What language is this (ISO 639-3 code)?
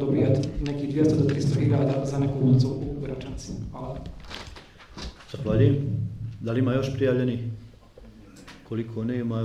bos